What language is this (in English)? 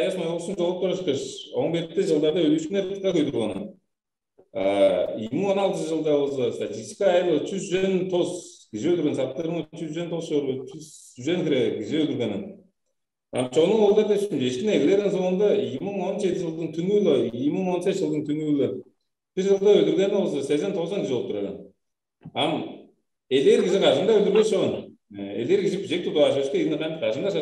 Tuvinian